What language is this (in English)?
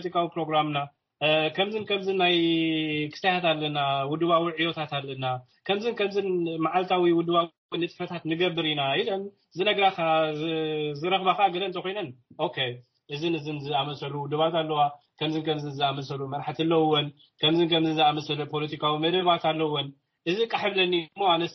Tigrinya